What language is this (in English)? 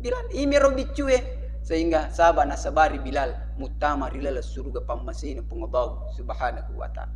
Buginese